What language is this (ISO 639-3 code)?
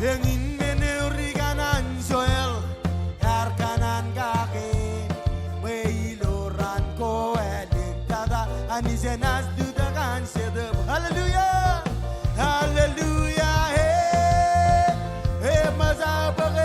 mah